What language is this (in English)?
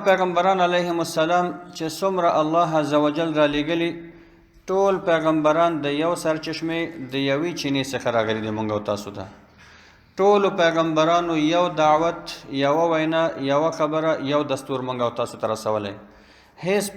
Pashto